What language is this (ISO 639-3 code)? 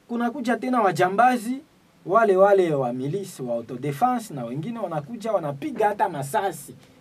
swa